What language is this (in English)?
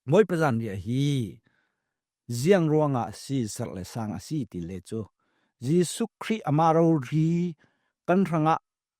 Falam Chin